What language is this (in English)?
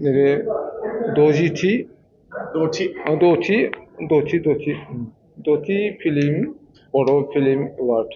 Bodo